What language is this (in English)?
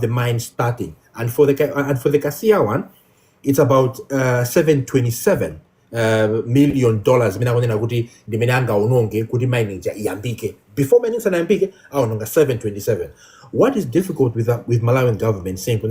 Nyanja